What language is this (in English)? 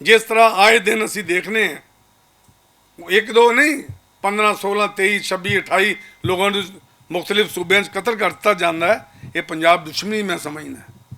Western Panjabi